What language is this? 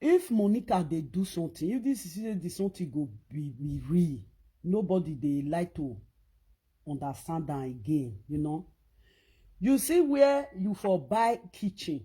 Nigerian Pidgin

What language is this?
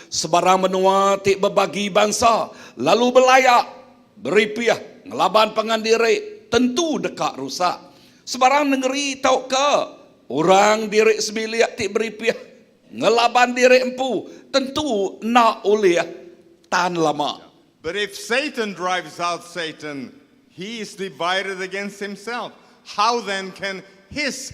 Iban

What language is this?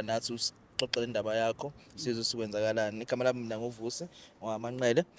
Zulu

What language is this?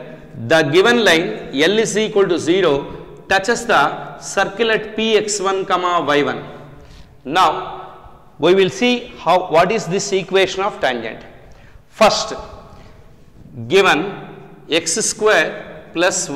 English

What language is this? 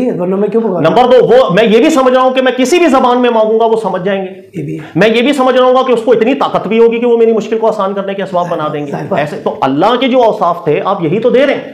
Urdu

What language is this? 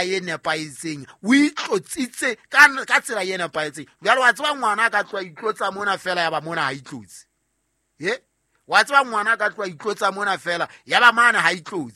Southern Sotho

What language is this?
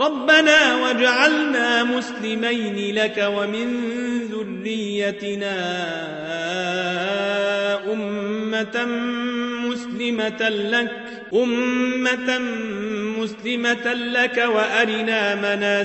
Arabic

